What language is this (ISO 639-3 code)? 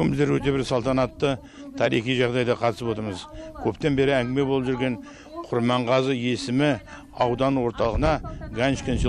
kaz